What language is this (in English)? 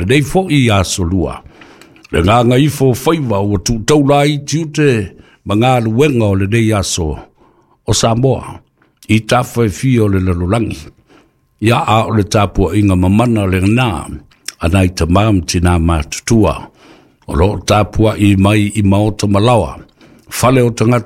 Samoan